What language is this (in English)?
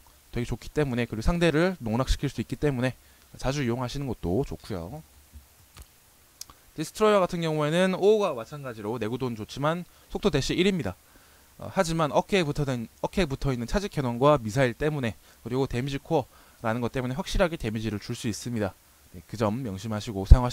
Korean